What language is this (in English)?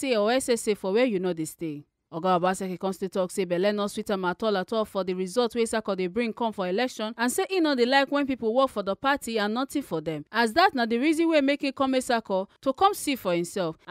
Nigerian Pidgin